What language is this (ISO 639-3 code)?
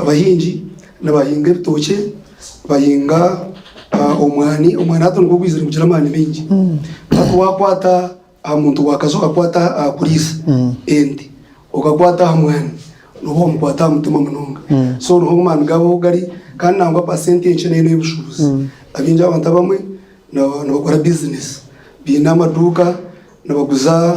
nyn